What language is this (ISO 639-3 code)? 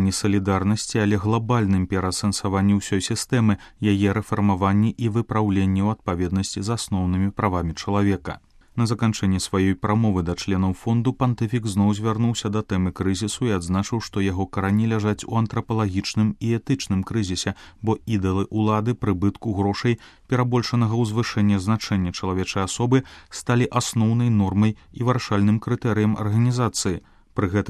bel